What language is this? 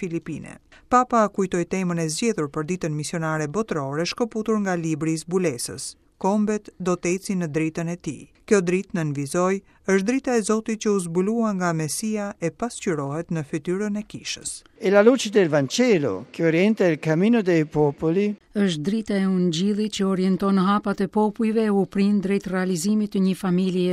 Albanian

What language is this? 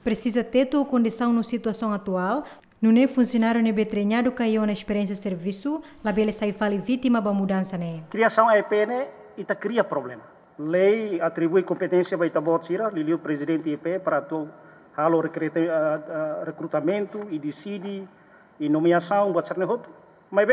Tetum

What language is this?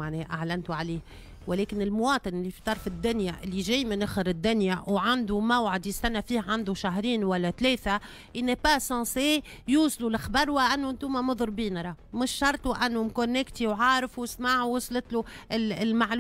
Tunisian Arabic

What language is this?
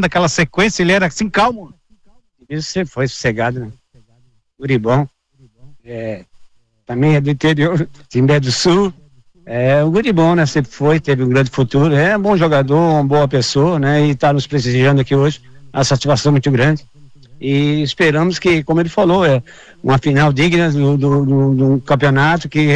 Portuguese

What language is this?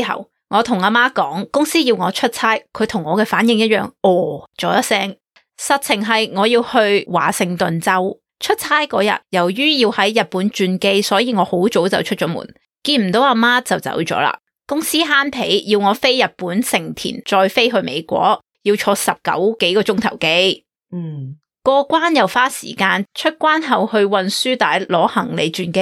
Cantonese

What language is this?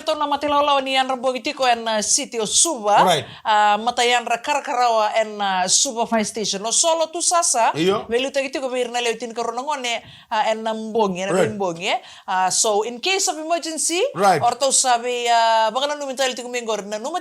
Fijian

